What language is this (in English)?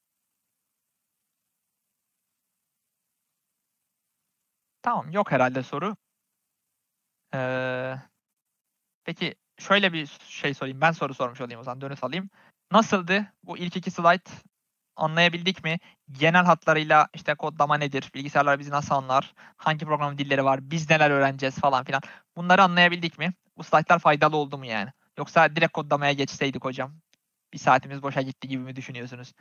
Turkish